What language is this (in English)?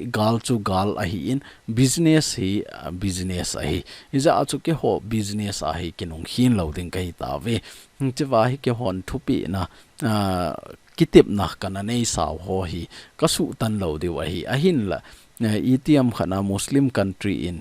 Thado Chin